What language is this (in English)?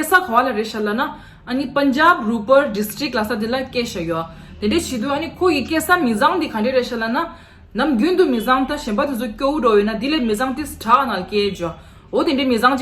Tibetan